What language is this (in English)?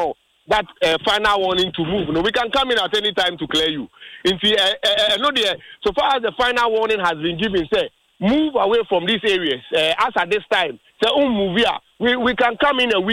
Akan